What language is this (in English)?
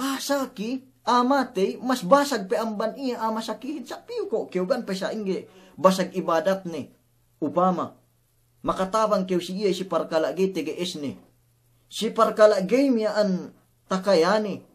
Yakan